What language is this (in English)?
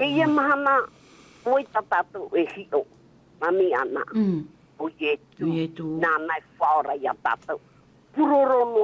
Tahitian